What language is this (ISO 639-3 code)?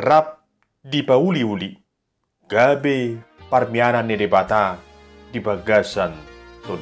bbc